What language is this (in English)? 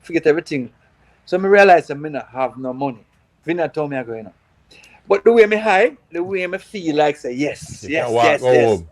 Jamaican Creole English